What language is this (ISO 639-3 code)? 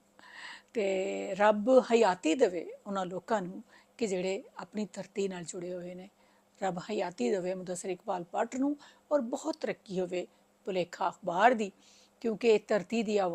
lah